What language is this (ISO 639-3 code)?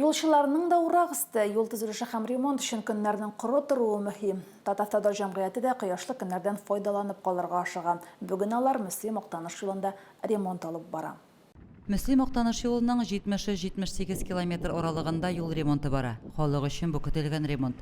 tat